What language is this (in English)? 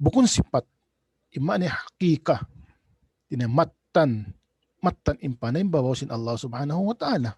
Tausug